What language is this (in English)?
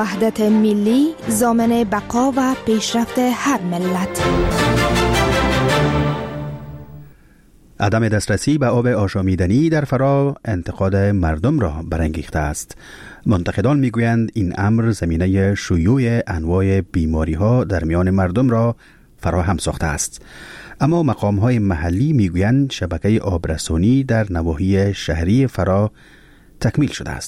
Persian